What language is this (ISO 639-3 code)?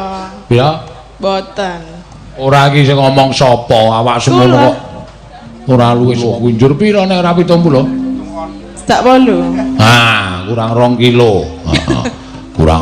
jav